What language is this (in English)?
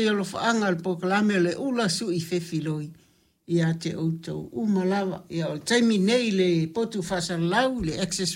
Samoan